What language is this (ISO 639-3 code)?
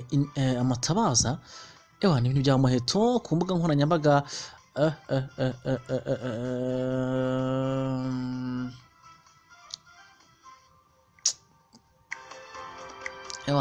kin